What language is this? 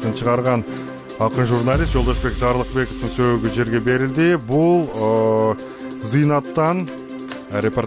Kyrgyz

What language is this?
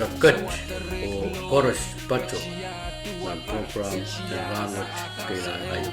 Pohnpeian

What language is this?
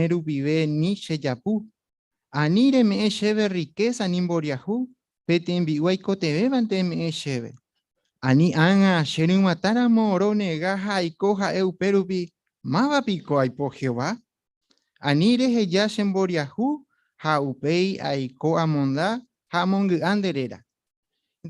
Guarani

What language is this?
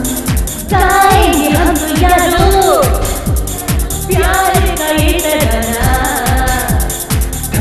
Hindi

